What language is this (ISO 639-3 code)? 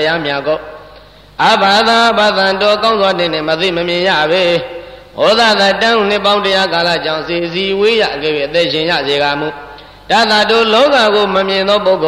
mya